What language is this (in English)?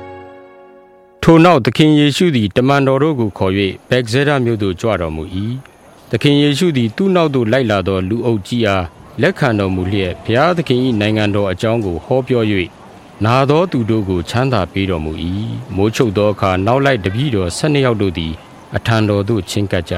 Burmese